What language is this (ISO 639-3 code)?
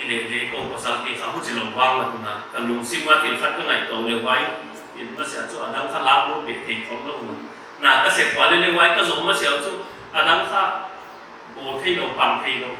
pck